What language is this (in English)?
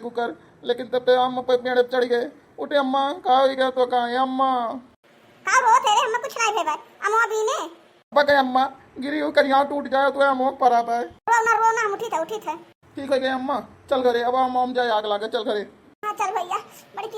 Awadhi